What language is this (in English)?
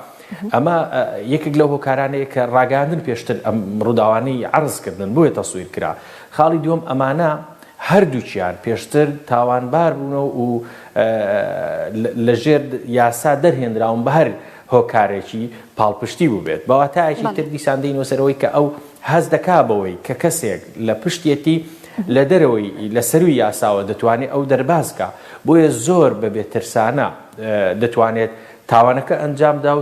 Central Kurdish